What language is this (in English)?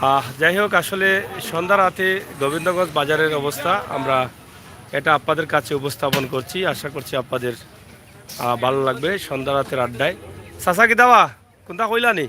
Sylheti